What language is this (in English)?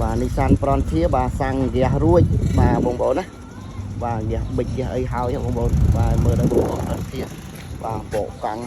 Khmer